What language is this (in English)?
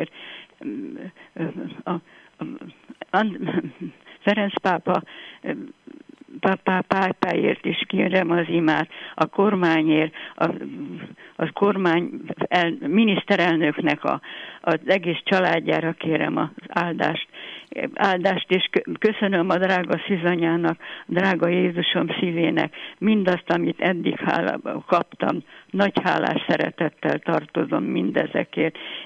Hungarian